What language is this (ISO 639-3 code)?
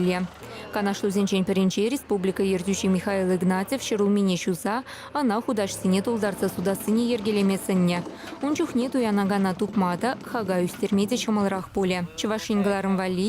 chv